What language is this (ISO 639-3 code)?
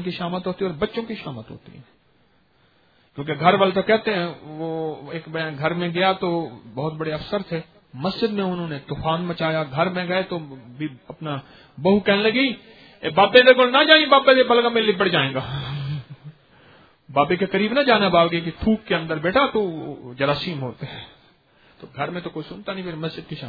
urd